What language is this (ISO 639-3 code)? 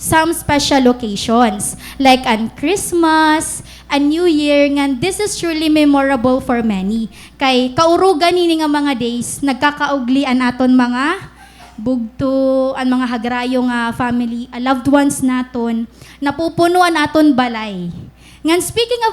war